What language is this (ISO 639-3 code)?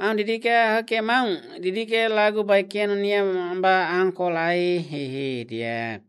tet